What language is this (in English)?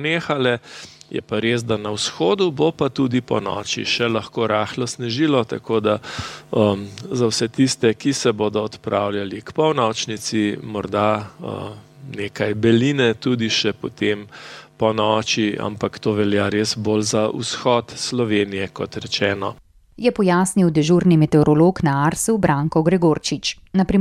Slovenian